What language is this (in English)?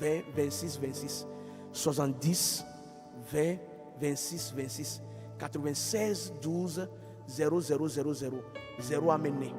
Ewe